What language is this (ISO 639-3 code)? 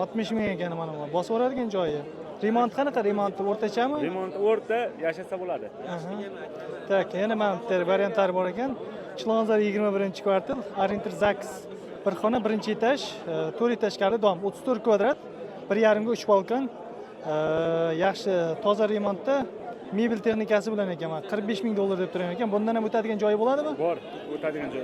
uzb